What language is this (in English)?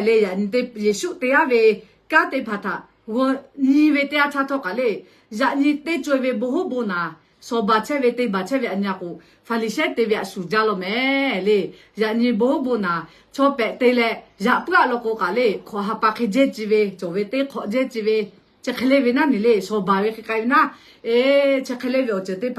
Lahu